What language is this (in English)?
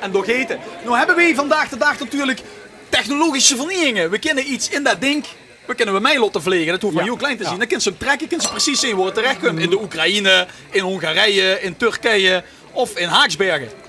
Limburgish